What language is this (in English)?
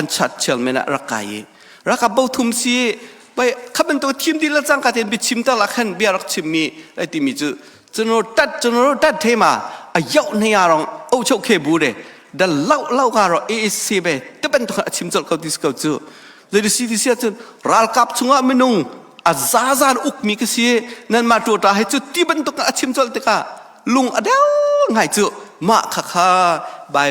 Hakha Chin